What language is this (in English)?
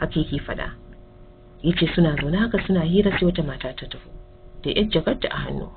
Hausa